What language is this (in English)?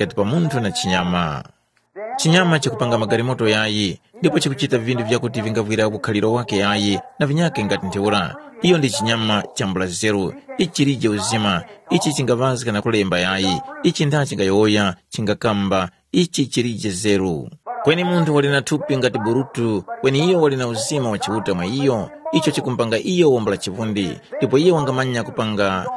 Tumbuka